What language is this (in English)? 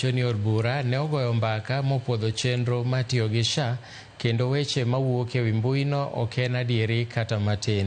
Luo (Kenya and Tanzania)